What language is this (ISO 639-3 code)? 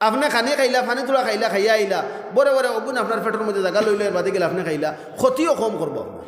syl